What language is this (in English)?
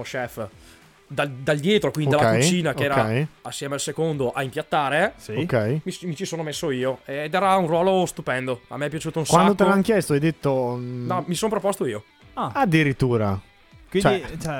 Italian